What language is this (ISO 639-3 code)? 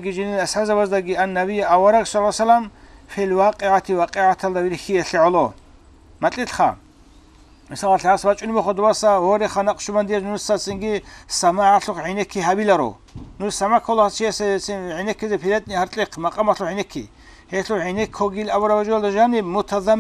ava